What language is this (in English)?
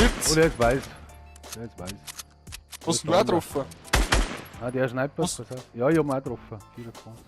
Bavarian